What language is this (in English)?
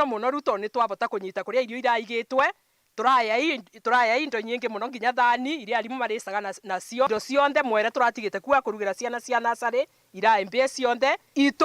Meru